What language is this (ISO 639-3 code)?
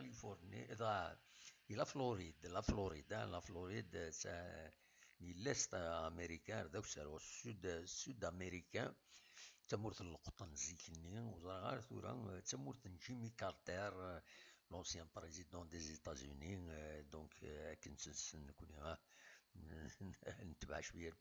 kab